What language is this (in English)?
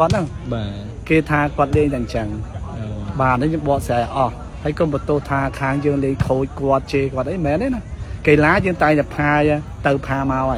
Khmer